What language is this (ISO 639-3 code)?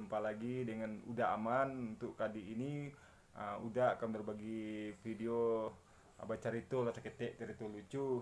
min